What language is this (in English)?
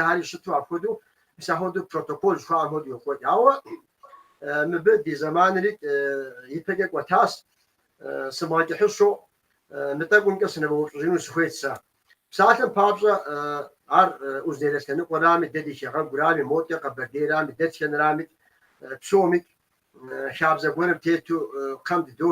Kabardian